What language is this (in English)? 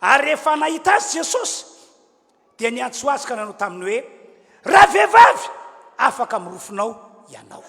Malagasy